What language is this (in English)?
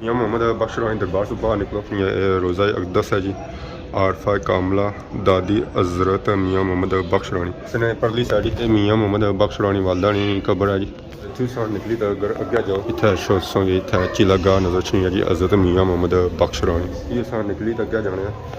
Pahari-Potwari